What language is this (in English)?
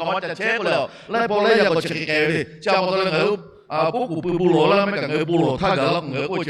Lahu